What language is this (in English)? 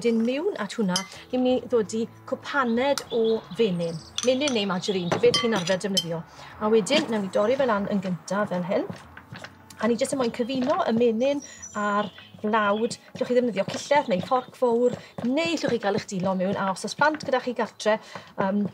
Welsh